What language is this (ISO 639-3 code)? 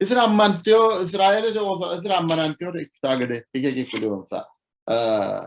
sid